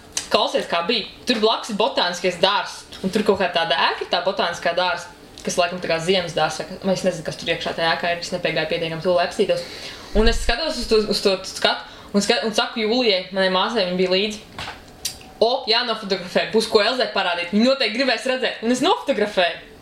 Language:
Latvian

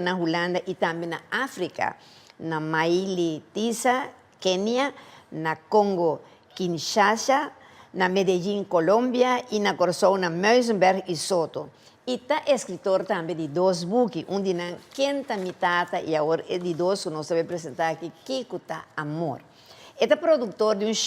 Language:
Papiamento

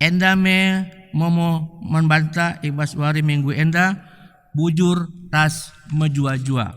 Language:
Batak Karo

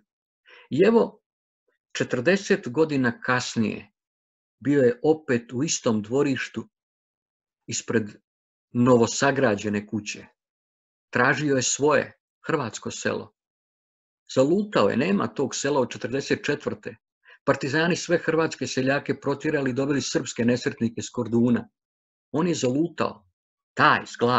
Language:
Croatian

